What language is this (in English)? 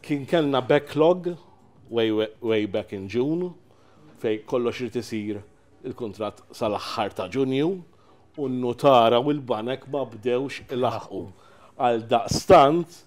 Maltese